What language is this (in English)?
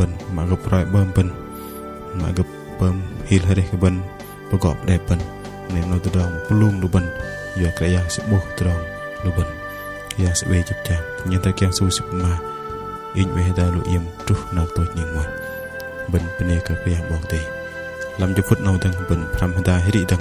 Bahnar